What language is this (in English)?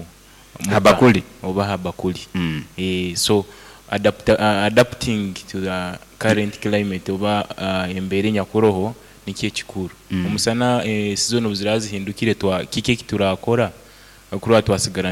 Nyankole